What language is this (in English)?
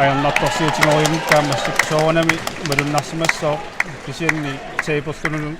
Kalaallisut